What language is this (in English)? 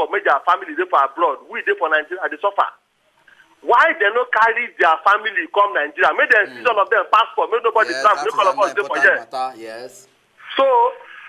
Nigerian Pidgin